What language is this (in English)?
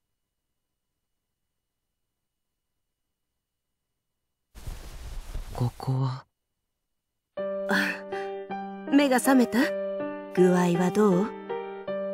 Japanese